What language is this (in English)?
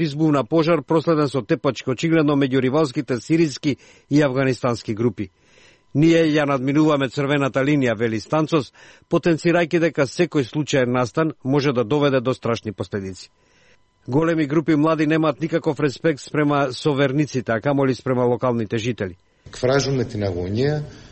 Macedonian